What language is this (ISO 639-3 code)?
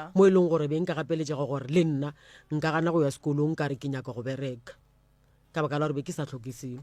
nso